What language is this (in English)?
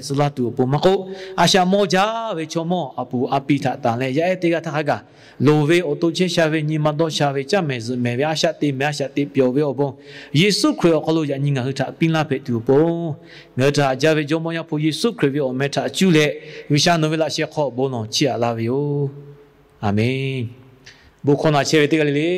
Lahu